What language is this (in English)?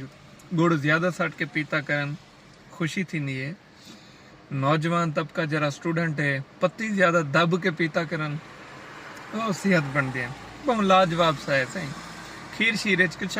Saraiki